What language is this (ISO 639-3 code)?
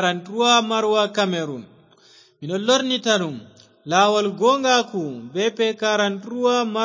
ful